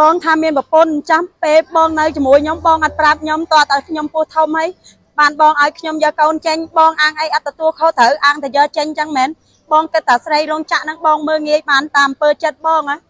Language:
Khmer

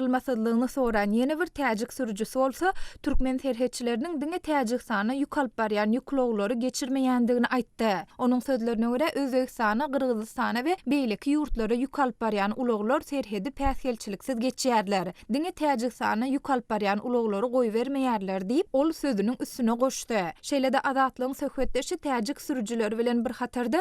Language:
Turkmen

